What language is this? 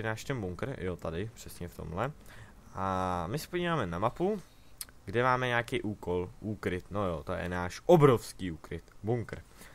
Czech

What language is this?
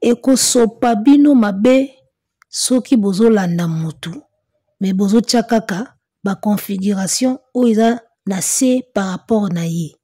Lingala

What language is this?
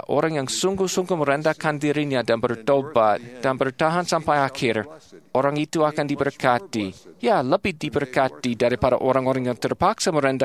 Indonesian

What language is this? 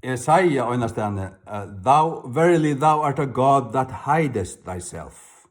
Faroese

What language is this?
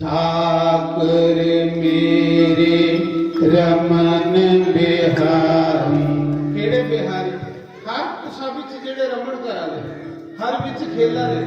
Dogri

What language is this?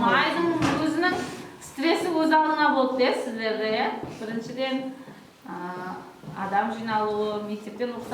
Kara-Kalpak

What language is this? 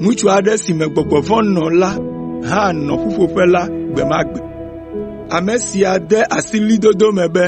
Ewe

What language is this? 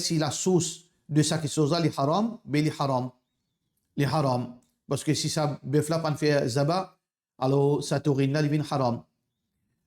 Morisyen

